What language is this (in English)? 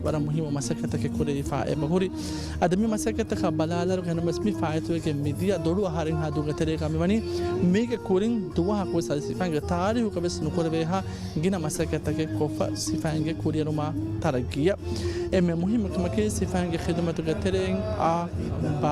Divehi